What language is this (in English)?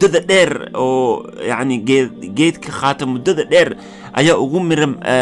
Somali